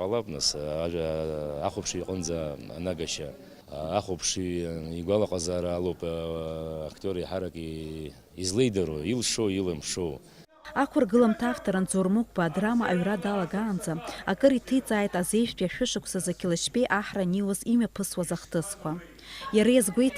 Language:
Abkhazian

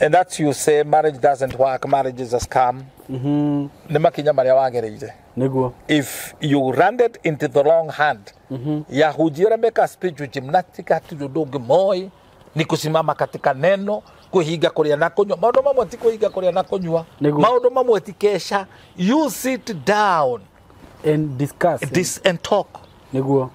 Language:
Kikuyu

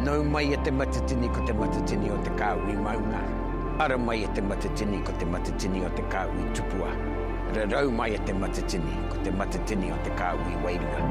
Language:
Māori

